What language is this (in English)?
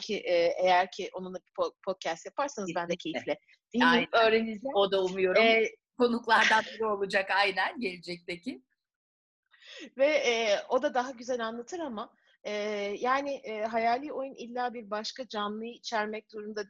Turkish